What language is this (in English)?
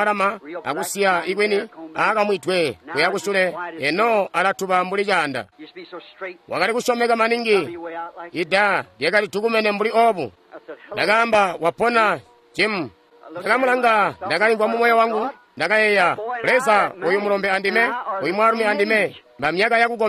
Tonga (Zambia)